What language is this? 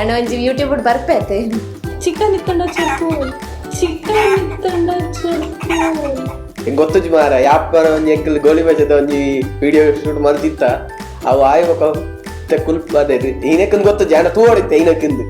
Tulu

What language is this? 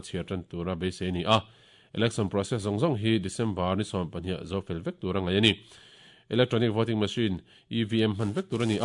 Mizo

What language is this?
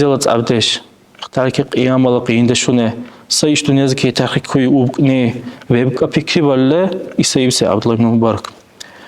Dargwa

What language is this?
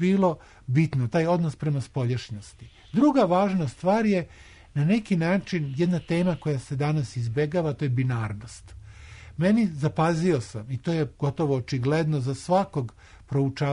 Serbian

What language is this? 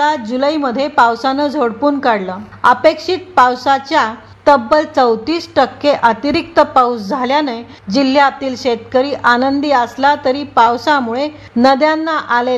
Marathi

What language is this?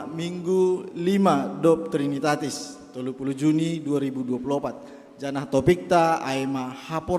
Batak Simalungun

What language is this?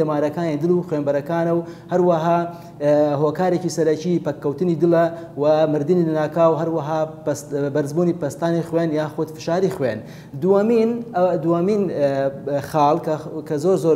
Central Kurdish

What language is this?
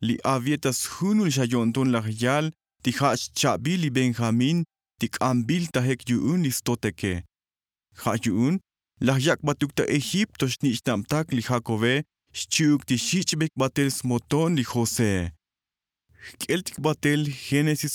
Tzotzil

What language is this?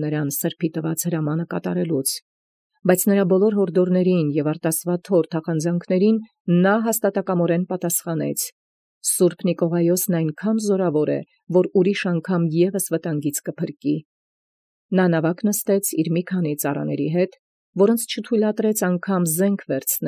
Armenian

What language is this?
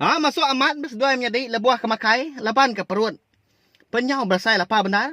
Iban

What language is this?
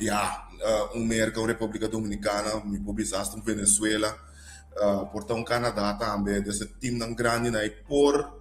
Papiamento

